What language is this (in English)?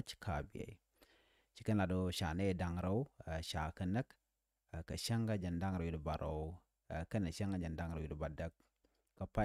Nuer